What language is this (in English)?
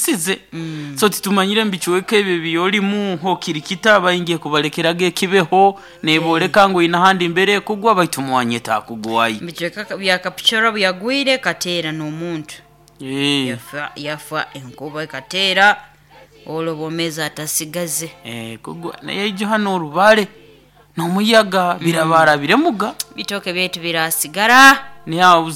Nyoro